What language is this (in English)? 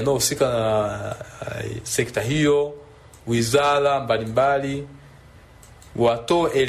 Swahili